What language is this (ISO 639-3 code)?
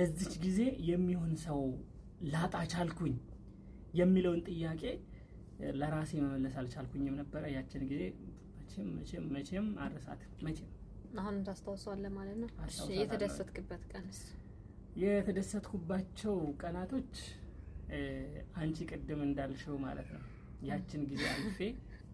amh